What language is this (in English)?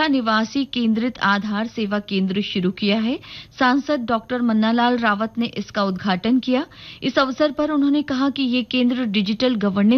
Hindi